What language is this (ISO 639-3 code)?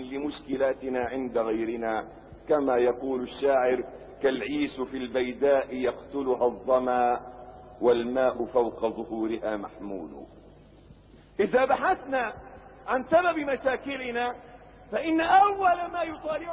ara